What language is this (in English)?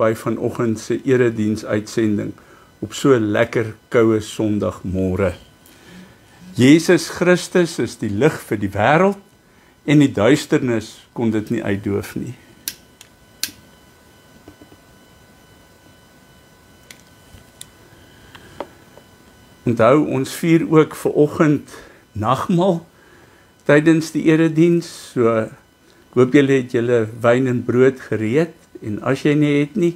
Afrikaans